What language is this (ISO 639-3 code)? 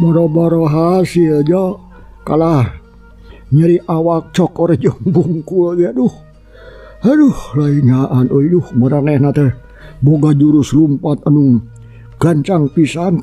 sun